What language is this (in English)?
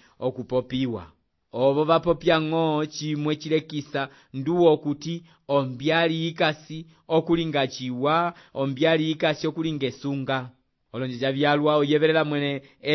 Umbundu